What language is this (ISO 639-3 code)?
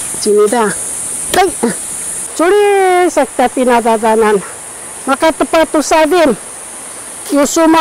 szy